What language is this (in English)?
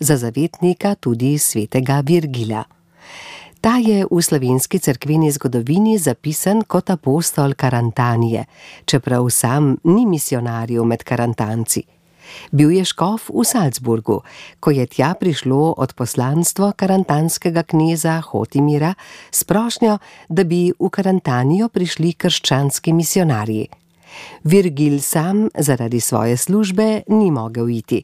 Slovenian